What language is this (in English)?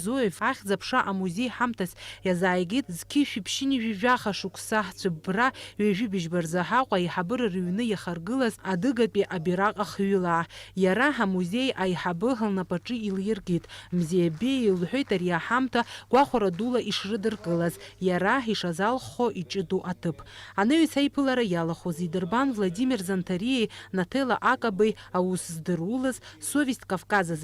Abkhazian